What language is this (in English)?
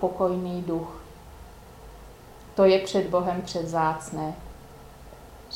Czech